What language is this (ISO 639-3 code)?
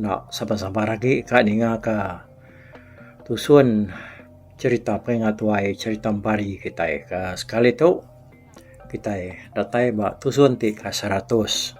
iba